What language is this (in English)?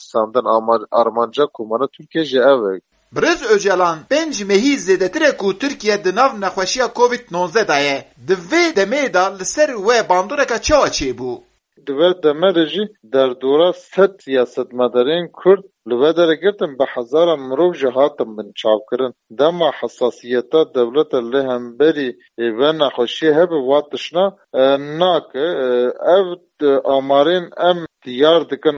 Kurdish